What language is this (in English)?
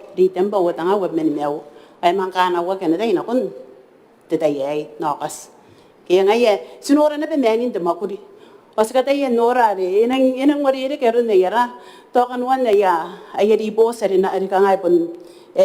Gilbertese